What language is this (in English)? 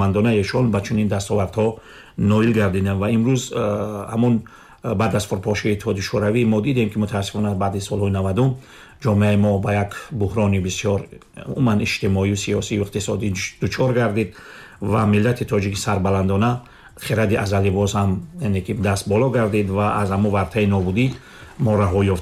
Tajik